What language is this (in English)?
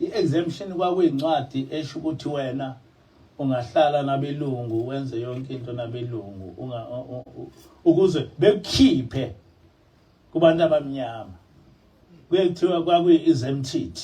Zulu